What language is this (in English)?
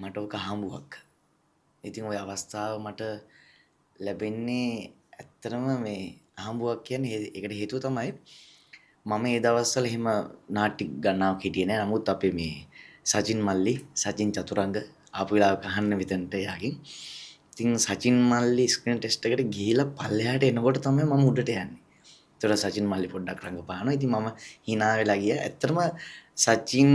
Sinhala